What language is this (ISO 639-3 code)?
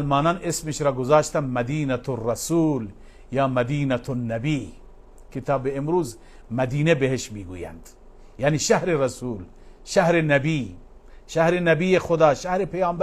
fas